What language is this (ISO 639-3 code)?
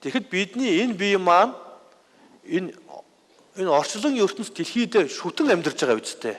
mon